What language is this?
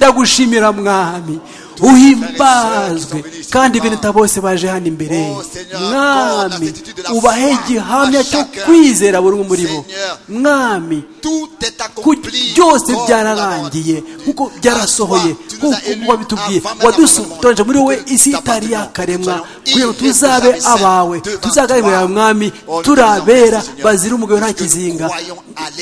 Kinyarwanda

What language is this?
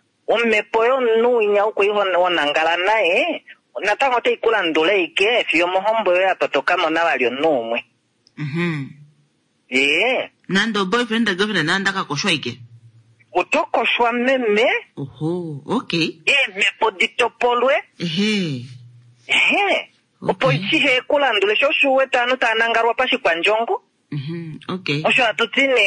Kuanyama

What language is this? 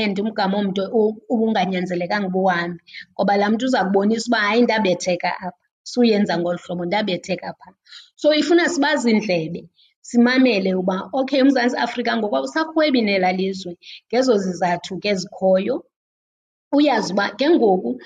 Xhosa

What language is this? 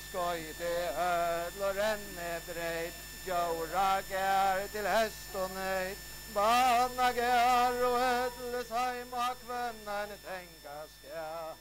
Faroese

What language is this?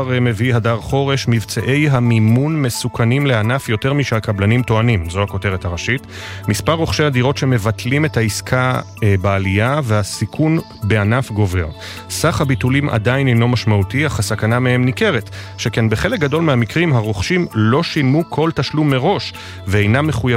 Hebrew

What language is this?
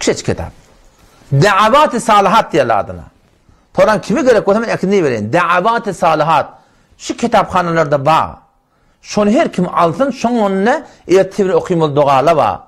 Turkmen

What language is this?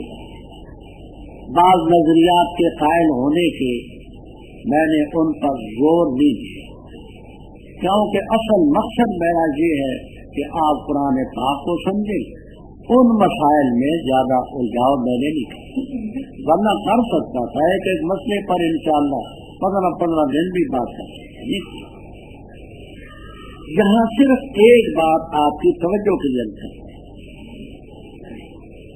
Urdu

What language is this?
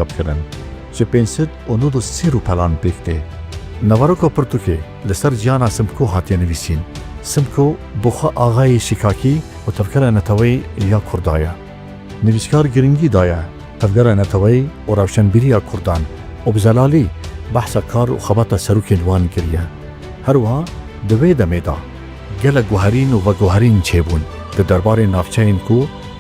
Kurdish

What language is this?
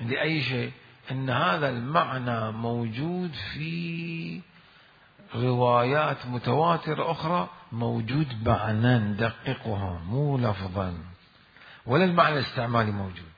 Mesopotamian Arabic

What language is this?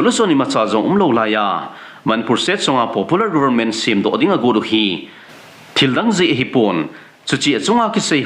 Thado Chin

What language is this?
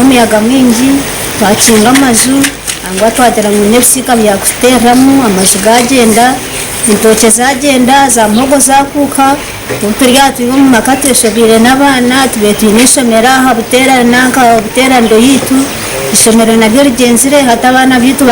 Nyankole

